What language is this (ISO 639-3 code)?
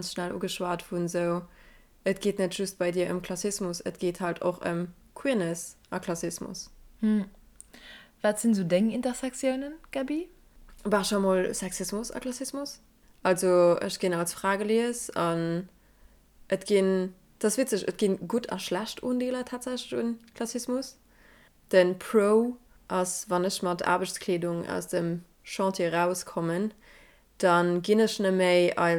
ltz